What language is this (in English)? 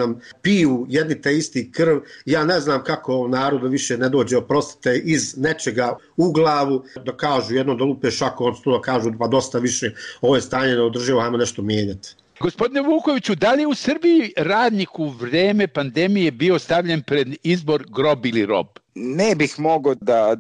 Serbian